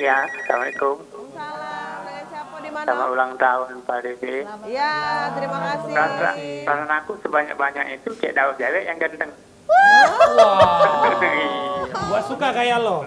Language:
Musi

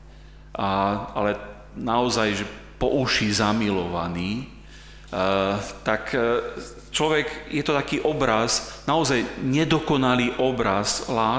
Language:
Slovak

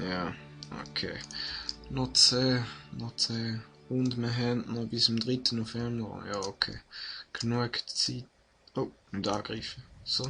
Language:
Swiss German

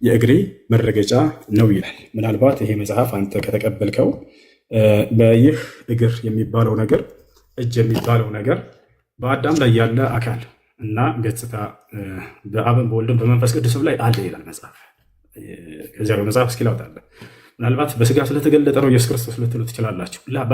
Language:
Amharic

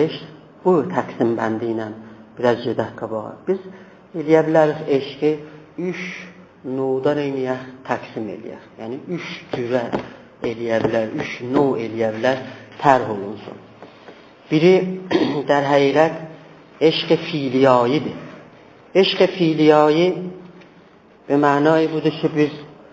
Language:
South Azerbaijani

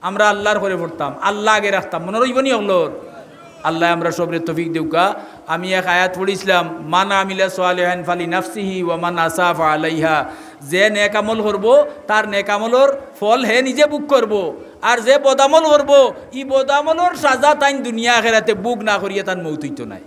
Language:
Sylheti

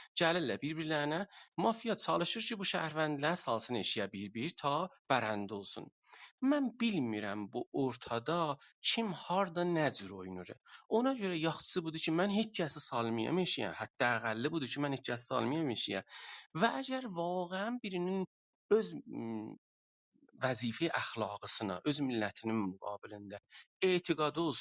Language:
South Azerbaijani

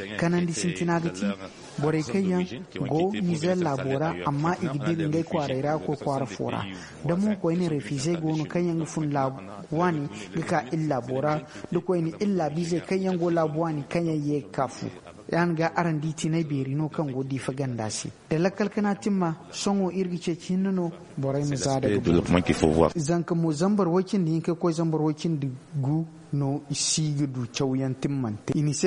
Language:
Zarma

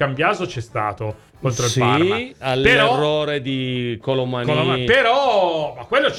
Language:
Italian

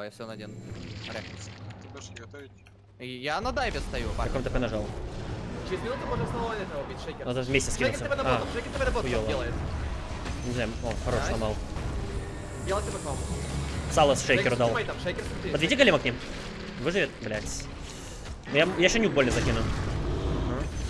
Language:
Russian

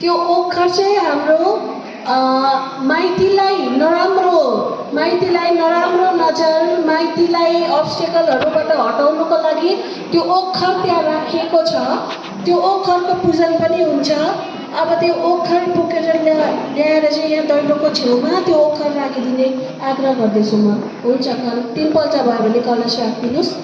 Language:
Nepali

